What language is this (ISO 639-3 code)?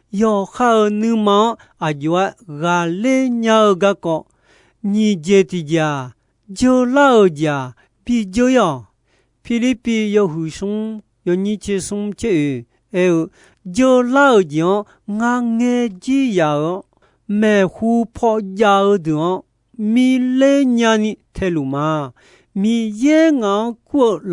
ahk